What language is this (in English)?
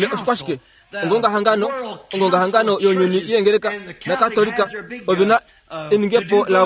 Kuanyama